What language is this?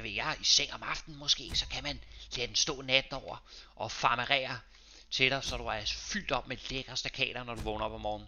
Danish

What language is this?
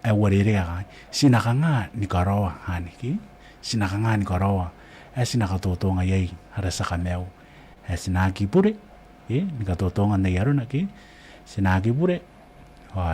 Gilbertese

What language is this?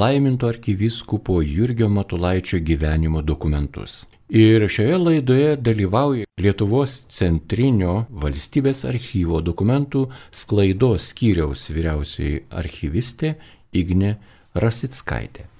Lithuanian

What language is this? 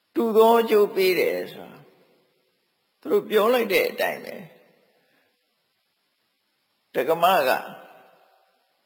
Burmese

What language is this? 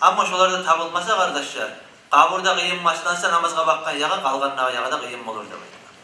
Kumyk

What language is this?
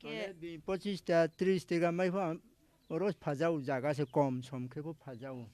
Kok Borok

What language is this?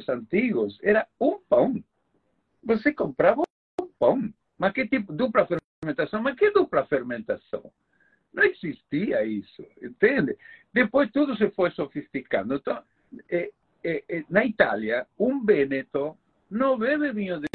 Portuguese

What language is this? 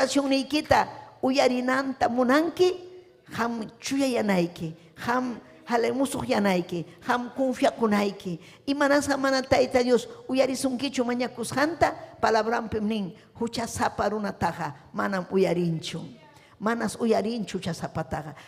Ayacucho Quechua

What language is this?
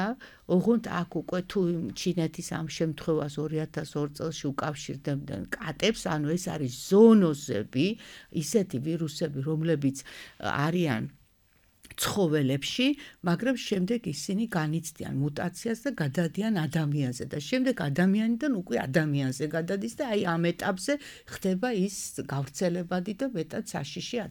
Georgian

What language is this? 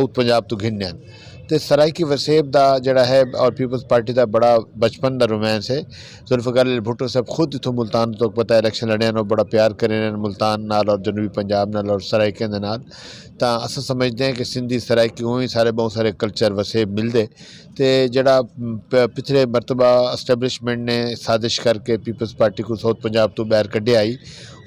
Saraiki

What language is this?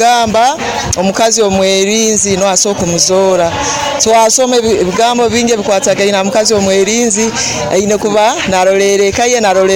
Nyoro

